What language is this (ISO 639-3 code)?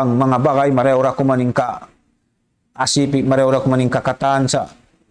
tsg